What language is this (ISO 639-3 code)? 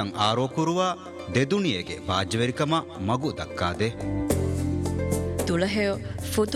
div